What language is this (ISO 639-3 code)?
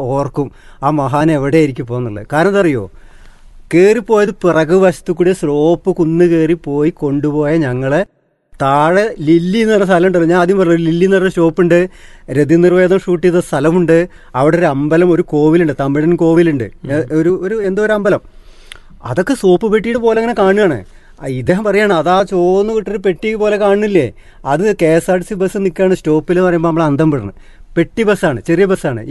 mal